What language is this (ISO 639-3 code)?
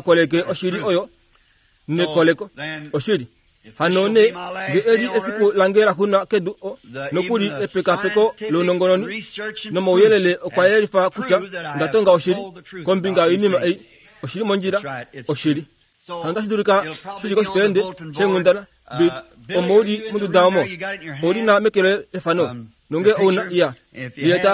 kua